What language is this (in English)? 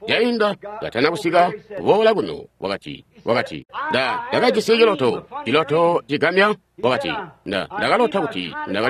Tonga (Zambia)